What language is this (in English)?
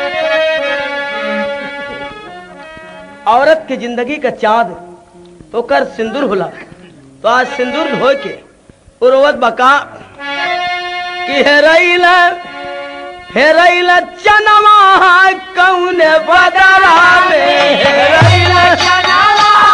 Bhojpuri